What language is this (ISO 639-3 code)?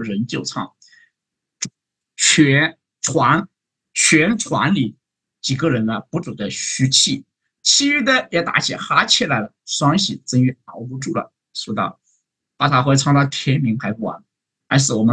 zho